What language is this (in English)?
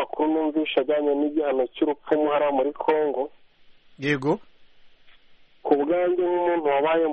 Kinyarwanda